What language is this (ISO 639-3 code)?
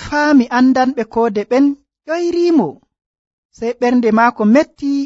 fuv